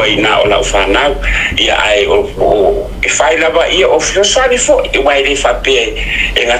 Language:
Samoan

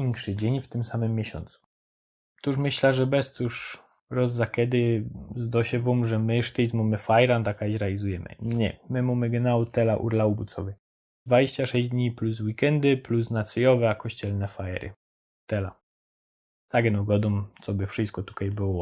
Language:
Silesian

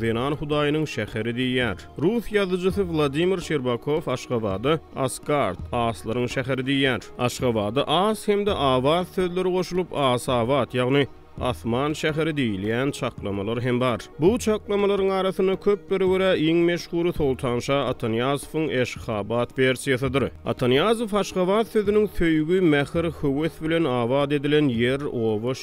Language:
Turkmen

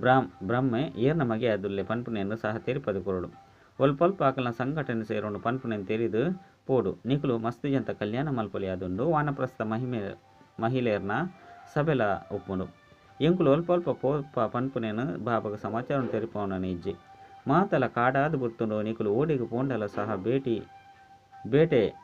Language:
Tulu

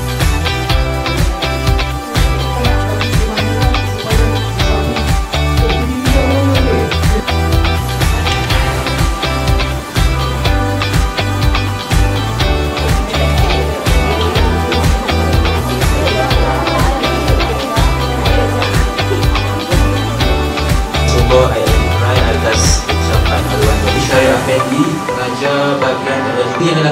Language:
Malay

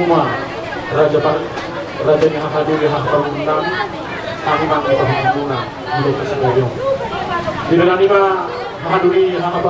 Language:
Batak Toba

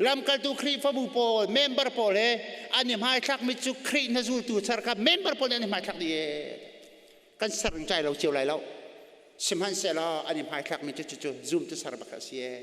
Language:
Hakha Chin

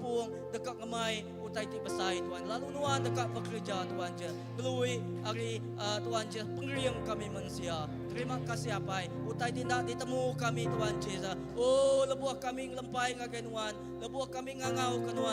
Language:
Iban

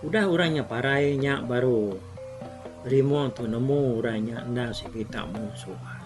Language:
Iban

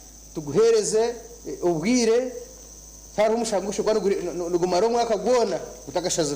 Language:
Nyankole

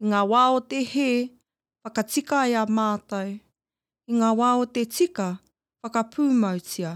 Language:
Māori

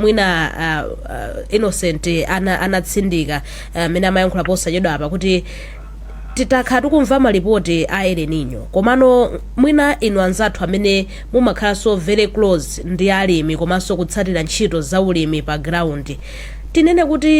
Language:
Nyanja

